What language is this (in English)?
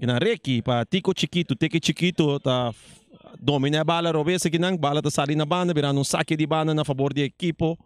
Papiamento